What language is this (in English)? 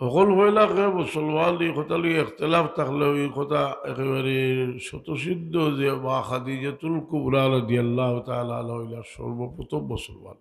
Sylheti